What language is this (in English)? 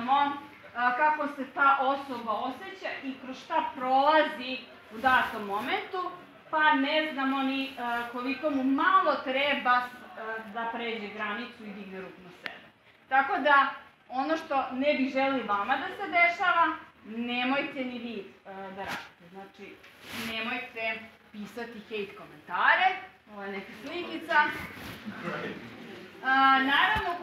Serbian